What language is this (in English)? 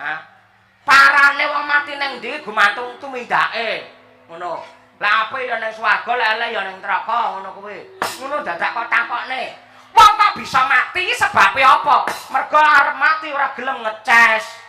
Javanese